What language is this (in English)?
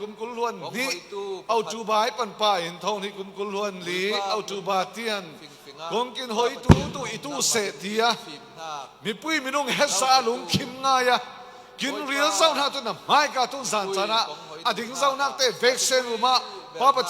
Falam Chin